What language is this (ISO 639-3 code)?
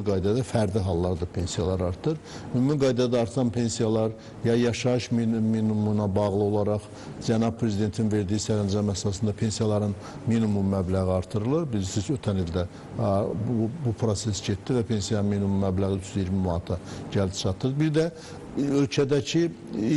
aze